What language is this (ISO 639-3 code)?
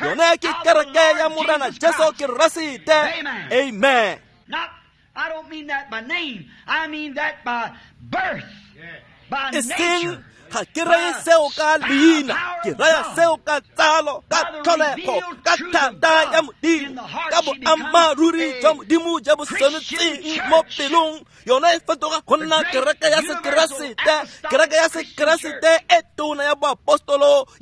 tsn